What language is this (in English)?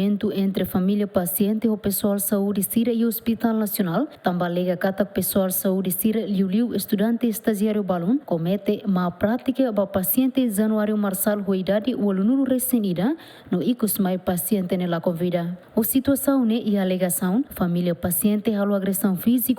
Tetum